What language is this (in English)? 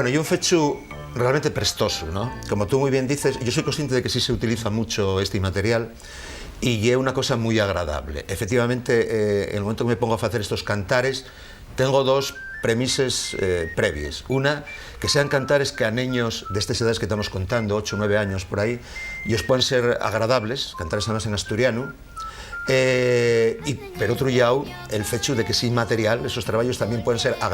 Asturian